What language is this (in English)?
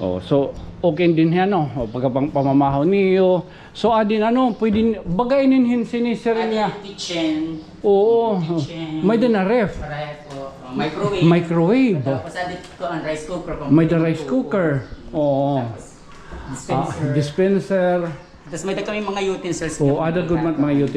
Waray